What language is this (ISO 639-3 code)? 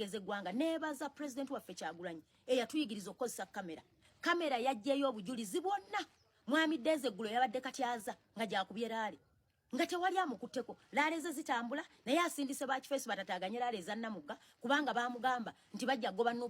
lug